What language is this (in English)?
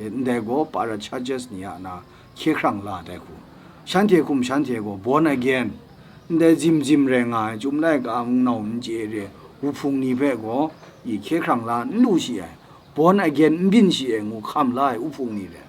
Kachin